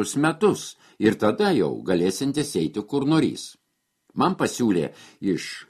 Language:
Lithuanian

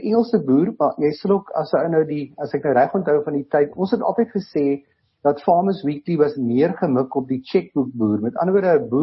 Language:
Afrikaans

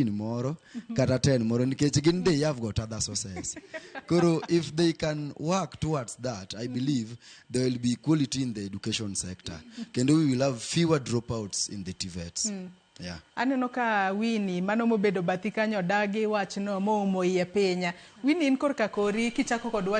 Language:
Luo (Kenya and Tanzania)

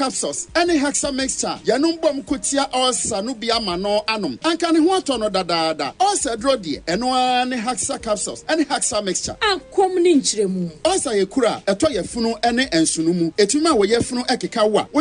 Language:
Akan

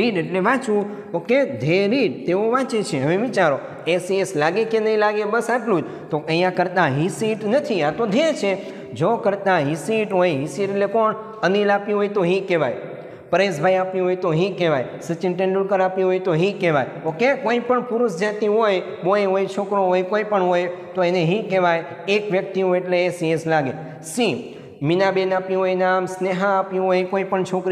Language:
Gujarati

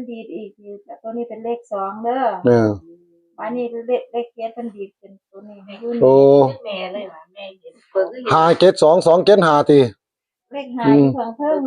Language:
Northeastern Thai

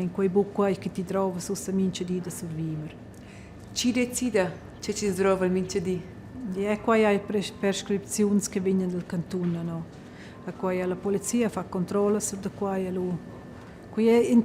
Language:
Romansh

